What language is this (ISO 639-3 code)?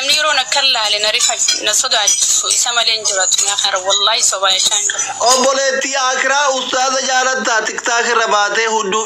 orm